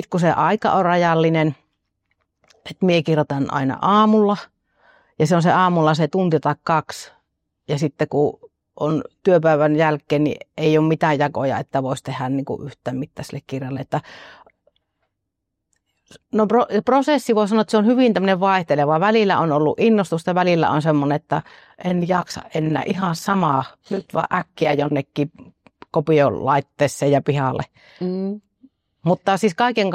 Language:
Finnish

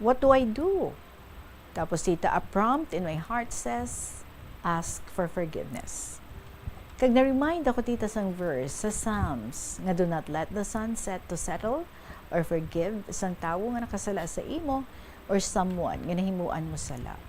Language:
Hiligaynon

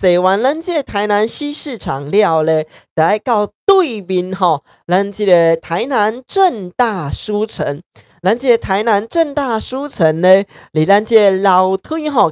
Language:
Min Nan Chinese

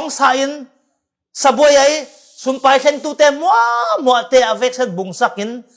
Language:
Falam Chin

